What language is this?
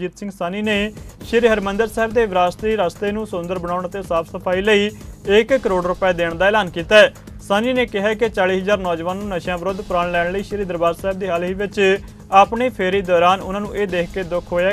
Punjabi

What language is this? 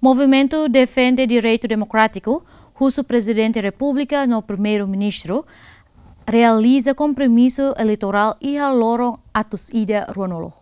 Tetum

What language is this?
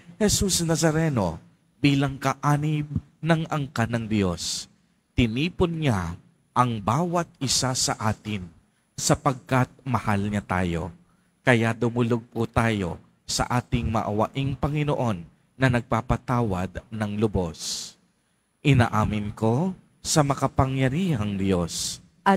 Filipino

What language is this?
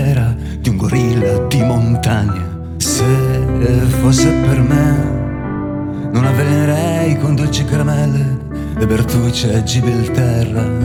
Italian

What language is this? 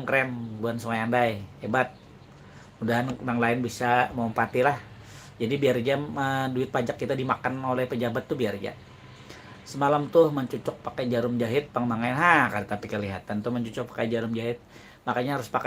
Banjar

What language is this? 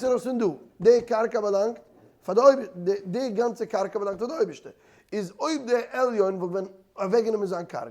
Yiddish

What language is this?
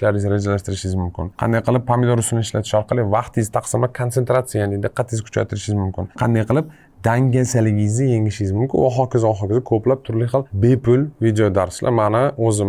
Uzbek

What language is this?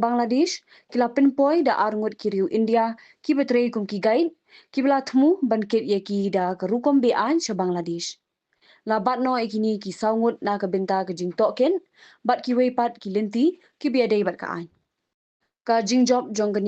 Khasi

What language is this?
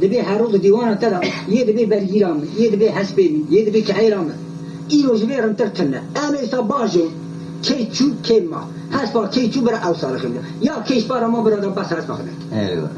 Kurdish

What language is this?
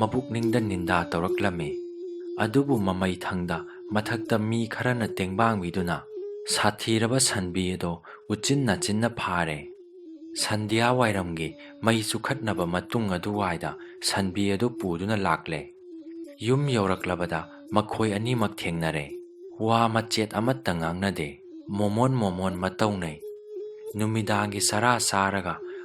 Manipuri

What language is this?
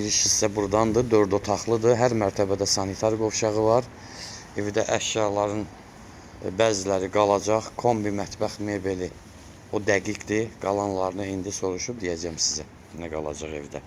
Azerbaijani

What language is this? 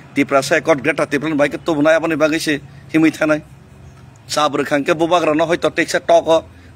Kok Borok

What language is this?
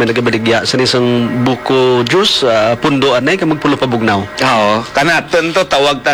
Hiligaynon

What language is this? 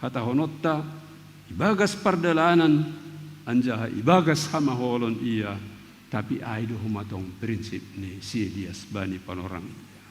Batak Simalungun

